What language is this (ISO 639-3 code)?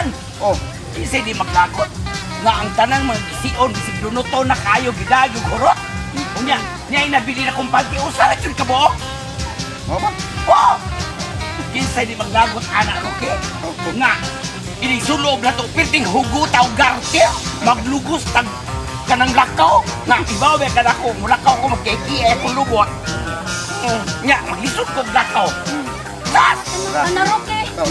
ceb